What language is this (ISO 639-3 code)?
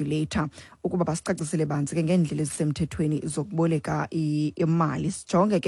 xho